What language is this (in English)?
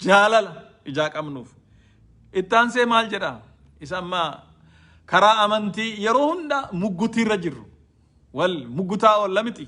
Oromo